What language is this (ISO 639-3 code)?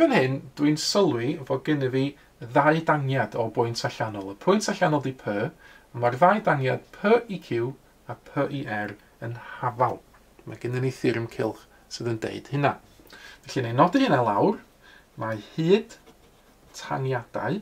cym